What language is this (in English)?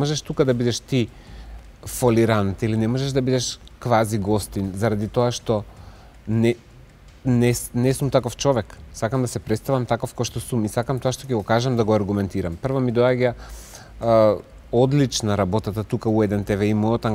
Macedonian